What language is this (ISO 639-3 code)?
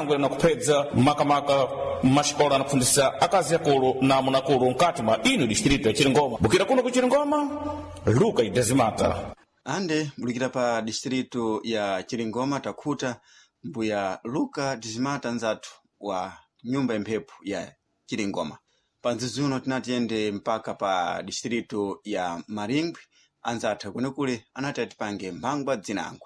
seh